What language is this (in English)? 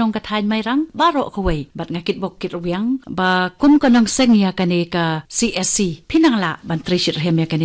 Khasi